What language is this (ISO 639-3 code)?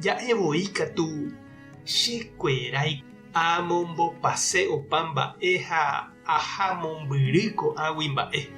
grn